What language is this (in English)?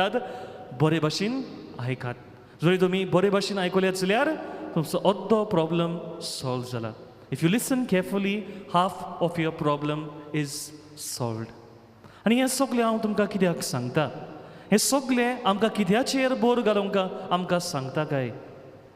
Konkani